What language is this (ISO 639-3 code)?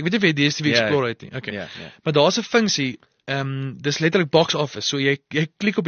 afr